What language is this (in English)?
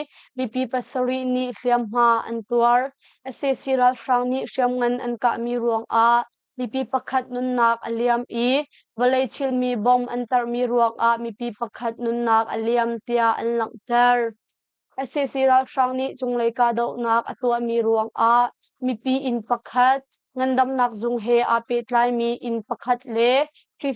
Hakha Chin